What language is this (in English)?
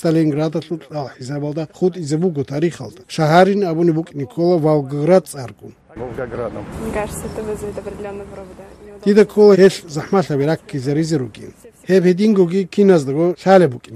Avaric